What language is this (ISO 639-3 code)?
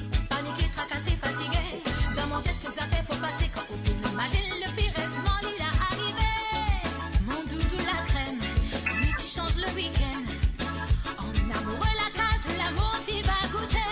mfe